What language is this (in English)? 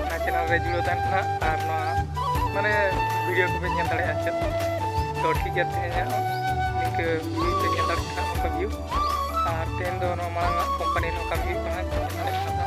Santali